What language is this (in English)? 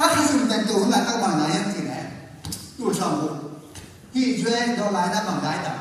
Tedim Chin